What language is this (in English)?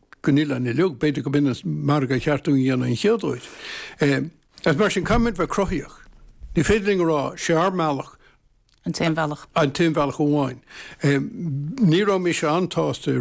Irish